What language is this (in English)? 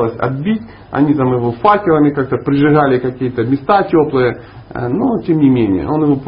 Russian